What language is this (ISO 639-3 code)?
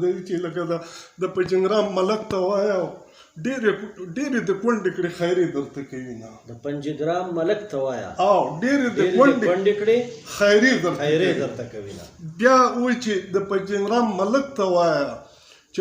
pus